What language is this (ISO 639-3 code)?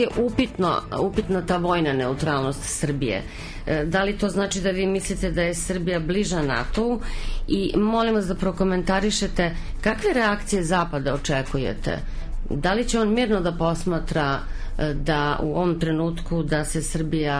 srp